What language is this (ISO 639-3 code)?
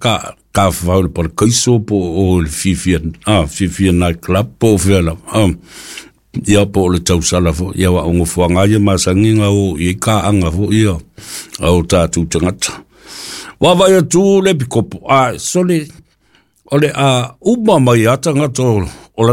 smo